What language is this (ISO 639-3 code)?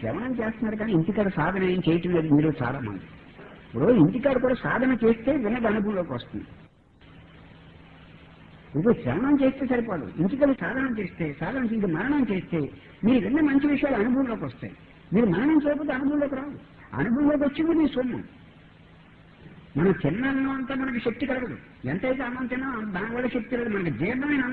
tel